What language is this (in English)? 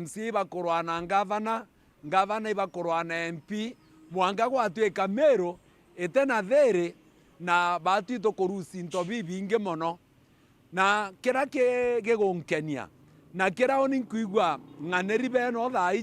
Meru